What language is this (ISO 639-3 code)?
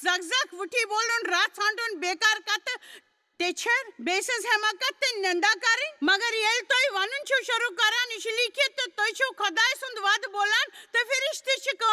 kas